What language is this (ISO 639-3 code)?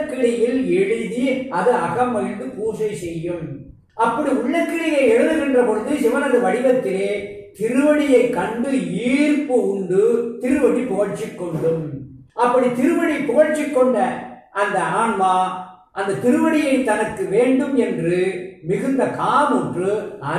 tam